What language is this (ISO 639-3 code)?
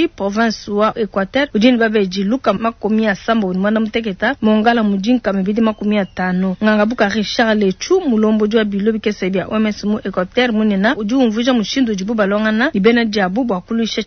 lua